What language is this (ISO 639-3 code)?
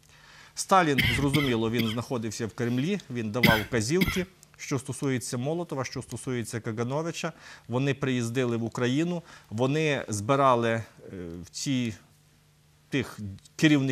ukr